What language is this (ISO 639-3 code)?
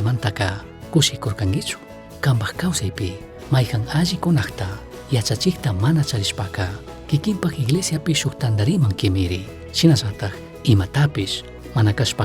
qug